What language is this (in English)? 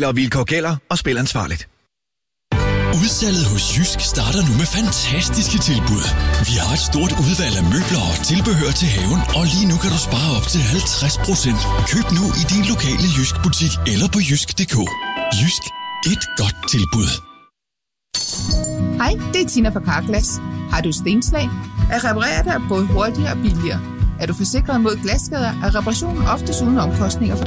Danish